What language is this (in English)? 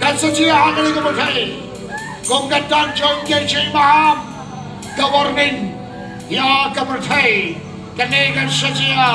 Khasi